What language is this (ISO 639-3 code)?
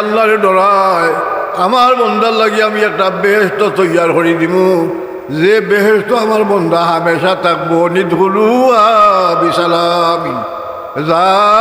syl